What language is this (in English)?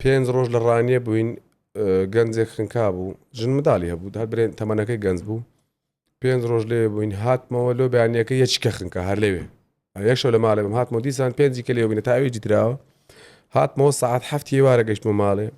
Central Kurdish